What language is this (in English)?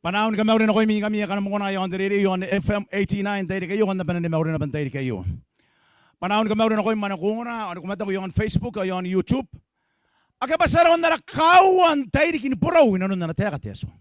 Gilbertese